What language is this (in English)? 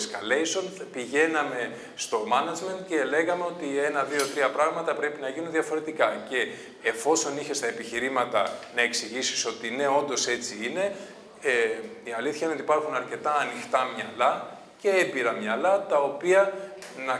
Greek